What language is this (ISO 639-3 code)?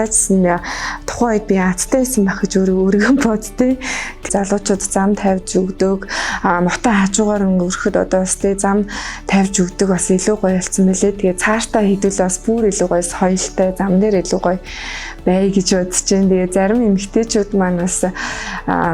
mon